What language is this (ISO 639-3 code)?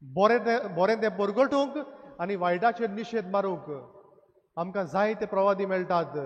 kok